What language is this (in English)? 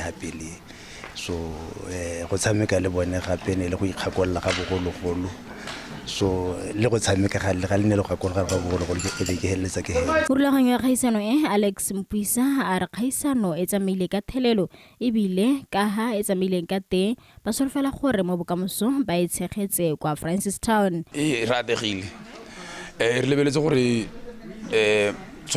Tswana